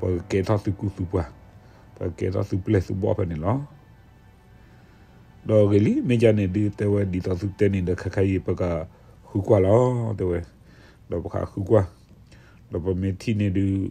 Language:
S'gaw Karen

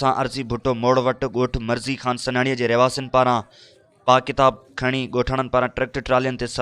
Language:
Sindhi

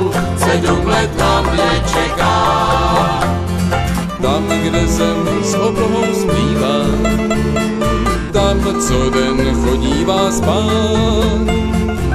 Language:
Czech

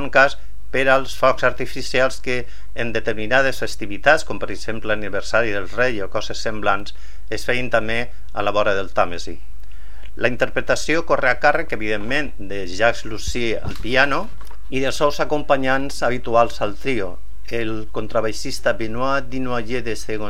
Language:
Catalan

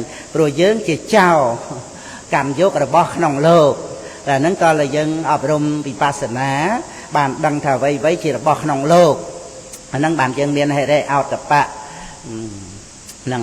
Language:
Khmer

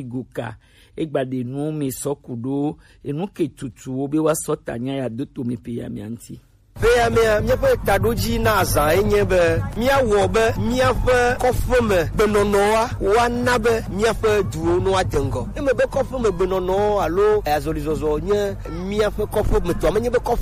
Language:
Gen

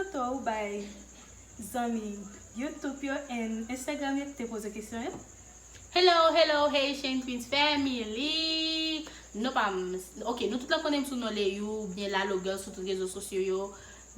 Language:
Haitian Creole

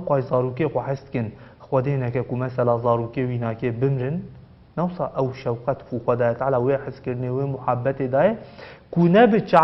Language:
Kurdish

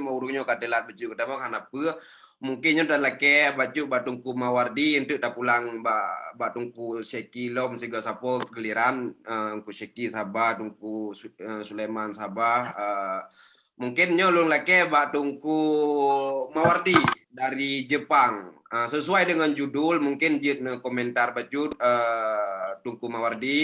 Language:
Achinese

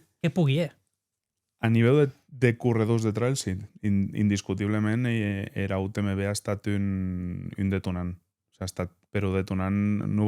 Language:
Occitan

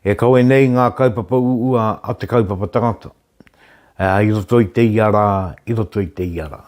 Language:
Māori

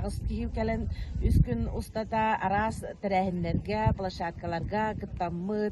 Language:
Yakut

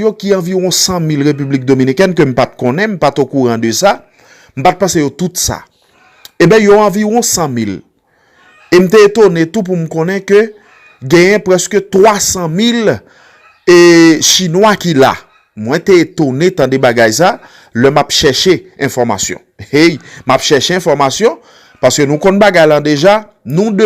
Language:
Haitian Creole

